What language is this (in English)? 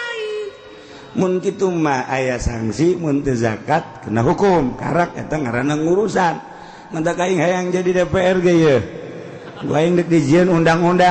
Sundanese